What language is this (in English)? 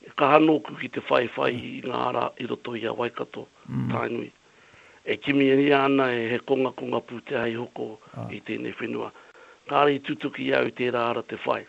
Māori